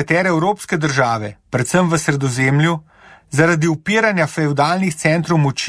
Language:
Slovenian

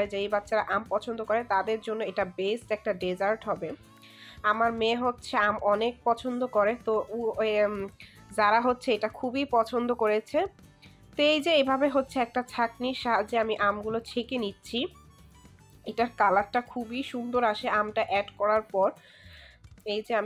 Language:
Bangla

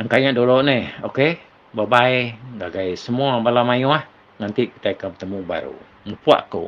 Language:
Iban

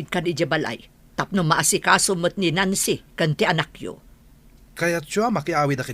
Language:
Iloko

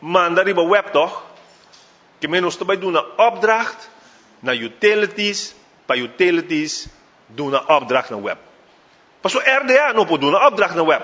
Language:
Papiamento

